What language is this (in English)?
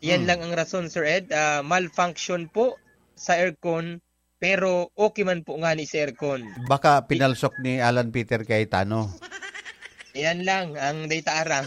Bikol